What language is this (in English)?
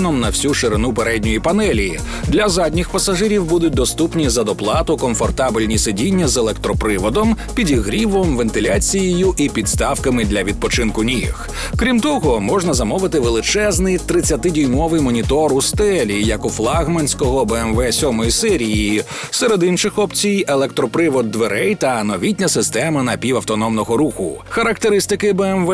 Ukrainian